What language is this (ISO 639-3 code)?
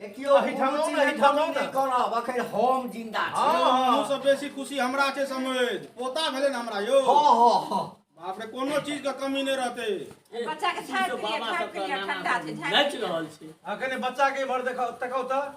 mai